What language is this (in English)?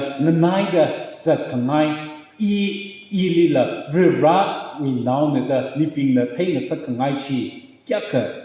Tangkhul Naga (India)